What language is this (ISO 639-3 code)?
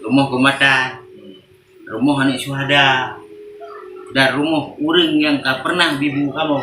ace